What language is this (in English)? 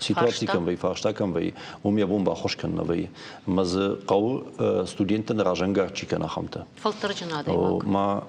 Ossetic